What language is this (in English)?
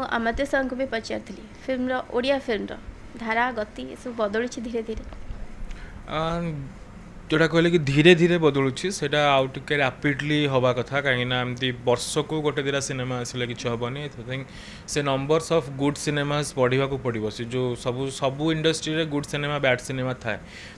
Odia